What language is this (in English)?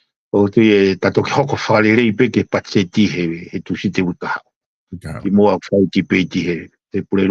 Tongan